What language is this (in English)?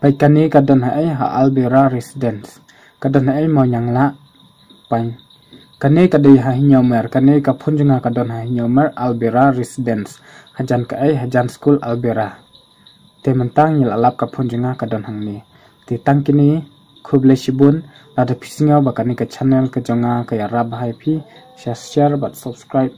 Khasi